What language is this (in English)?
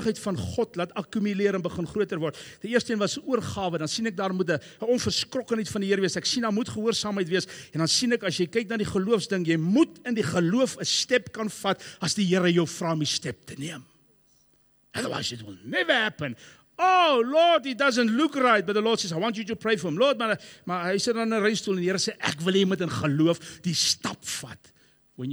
Afrikaans